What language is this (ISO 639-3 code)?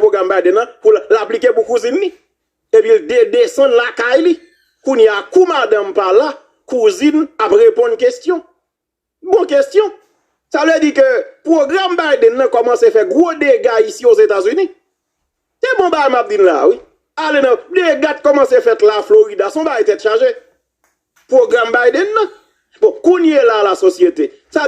hat